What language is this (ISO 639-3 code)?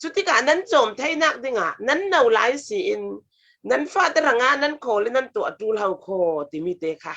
cfm